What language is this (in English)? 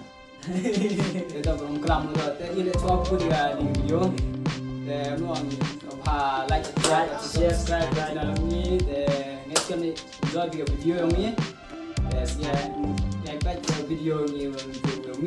Khasi